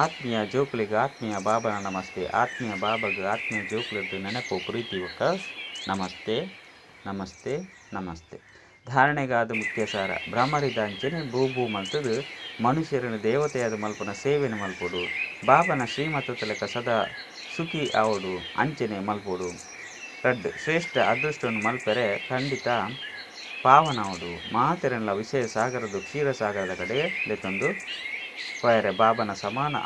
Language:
Tulu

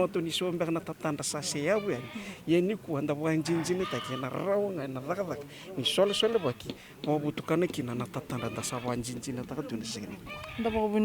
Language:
Fijian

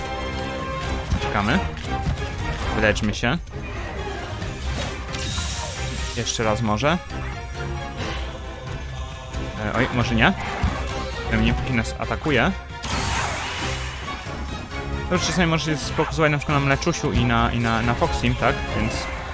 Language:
Polish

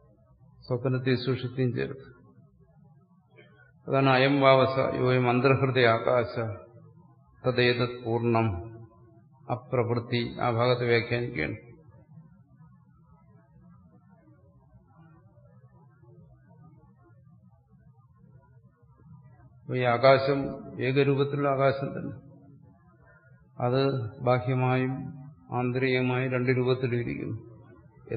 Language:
Malayalam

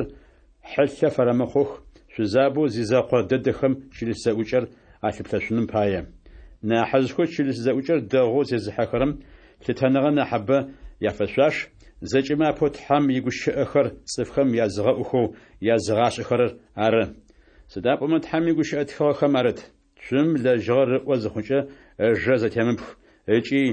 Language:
Adyghe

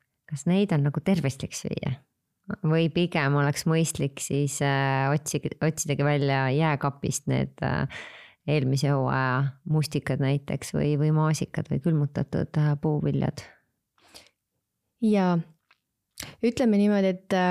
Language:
Estonian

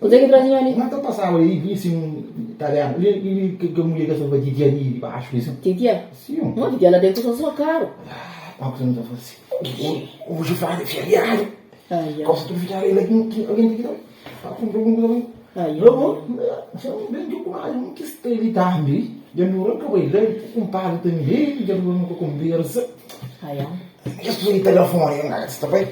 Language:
Kabuverdianu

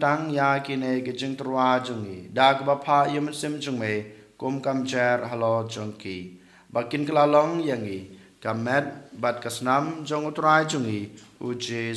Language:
Khasi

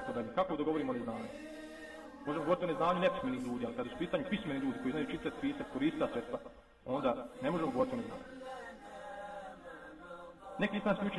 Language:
Bosnian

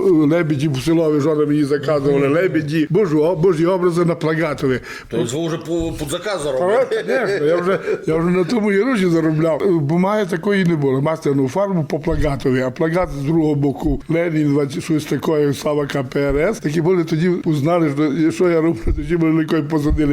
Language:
Rusyn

